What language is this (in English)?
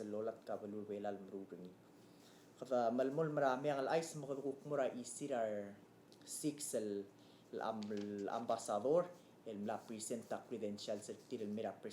Palauan